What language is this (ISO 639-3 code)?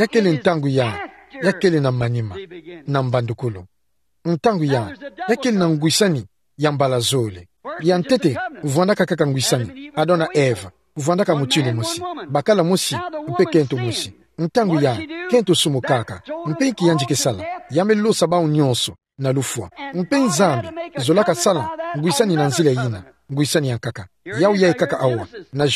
ktu